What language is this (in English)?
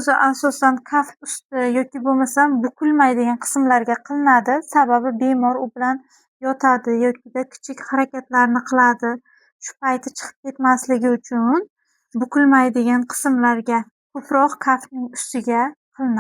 Uzbek